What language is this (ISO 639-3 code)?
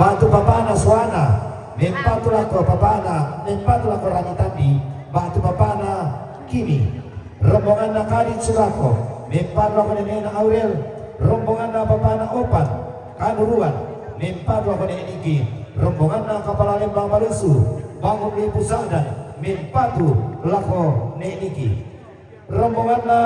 sda